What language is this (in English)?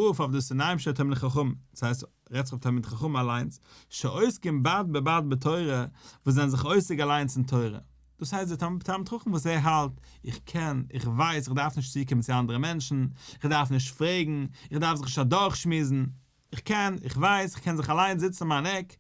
Yiddish